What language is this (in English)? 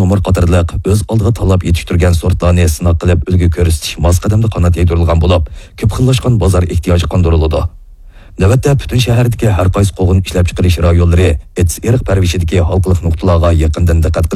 Uyghur